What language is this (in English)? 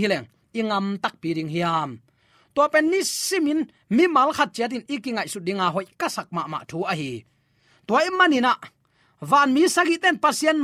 Tedim Chin